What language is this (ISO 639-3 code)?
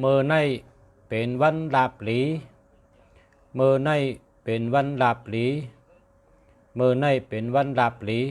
shn